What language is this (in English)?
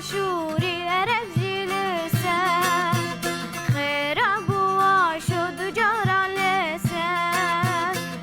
Kurdish